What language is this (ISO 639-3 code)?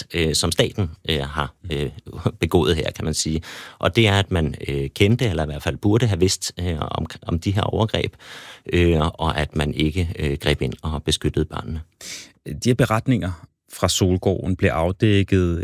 dan